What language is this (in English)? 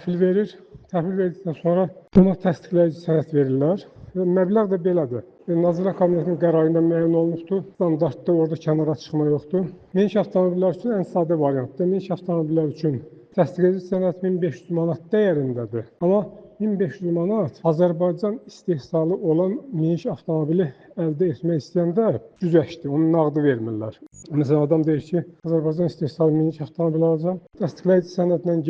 Azerbaijani